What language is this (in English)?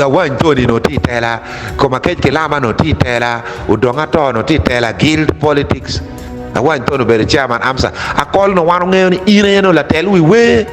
Acoli